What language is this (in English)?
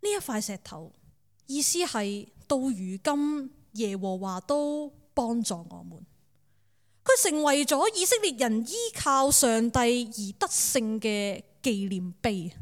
Cantonese